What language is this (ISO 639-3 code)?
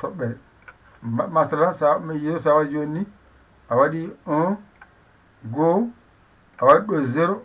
ful